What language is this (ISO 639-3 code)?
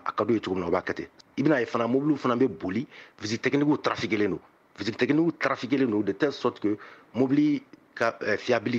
bam